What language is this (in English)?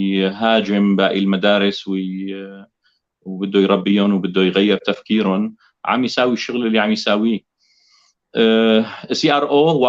North Levantine Arabic